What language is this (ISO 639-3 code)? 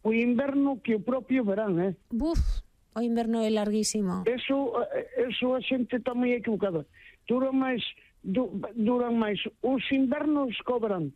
glg